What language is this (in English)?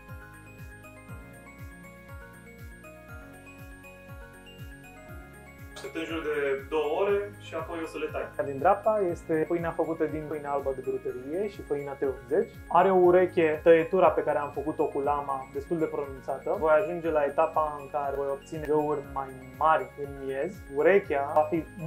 Romanian